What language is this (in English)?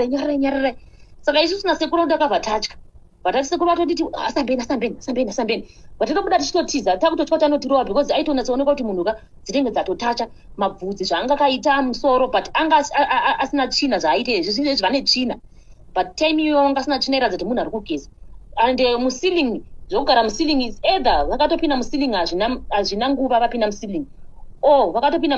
Shona